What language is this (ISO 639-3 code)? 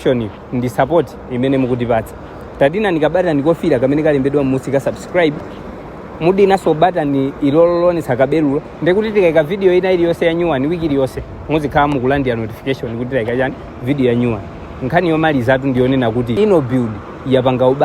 nya